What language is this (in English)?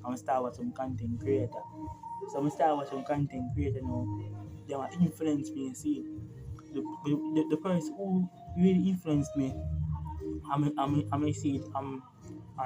Jamaican Creole English